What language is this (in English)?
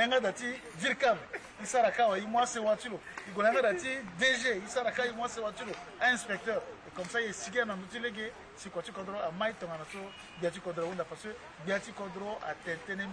Sango